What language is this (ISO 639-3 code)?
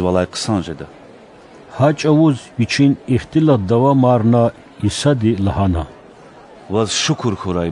lez